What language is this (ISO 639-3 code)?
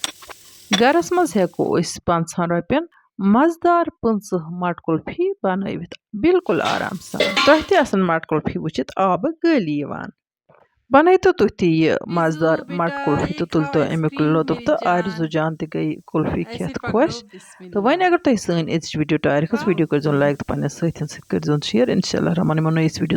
kas